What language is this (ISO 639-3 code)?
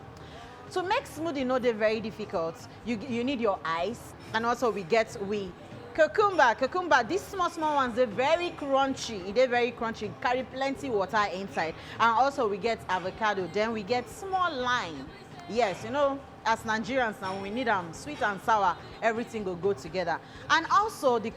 pcm